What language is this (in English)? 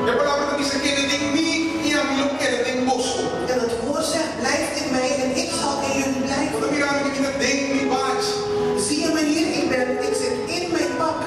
Papiamento